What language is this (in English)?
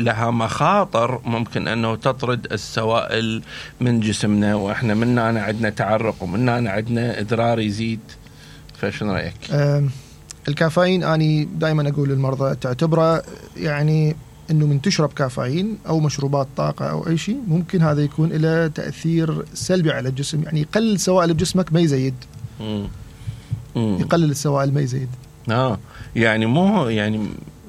Mesopotamian Arabic